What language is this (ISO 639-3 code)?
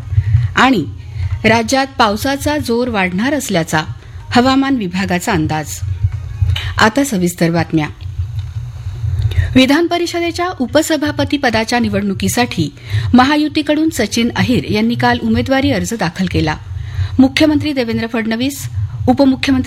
mar